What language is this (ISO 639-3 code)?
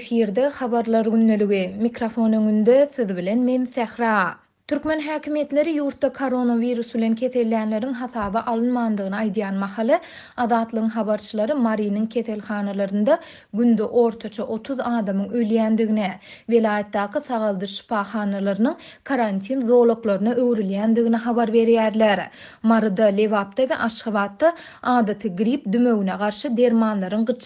tuk